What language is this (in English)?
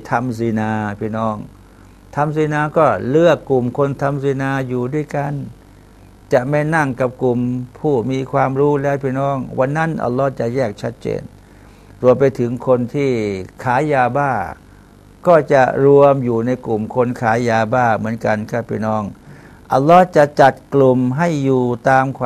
Thai